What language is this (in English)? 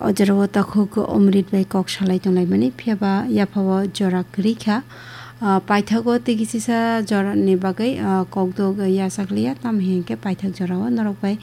Kok Borok